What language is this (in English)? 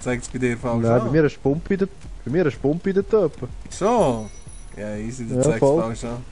Swiss German